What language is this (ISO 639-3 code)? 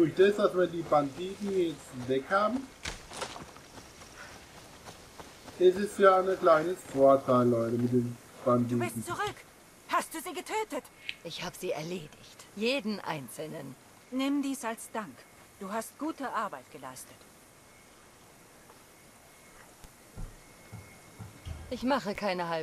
deu